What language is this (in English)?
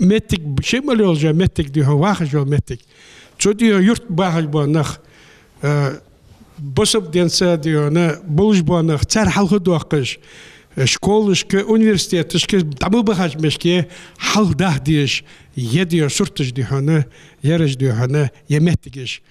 Ingush